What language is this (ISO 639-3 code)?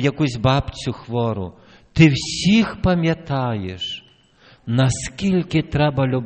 ukr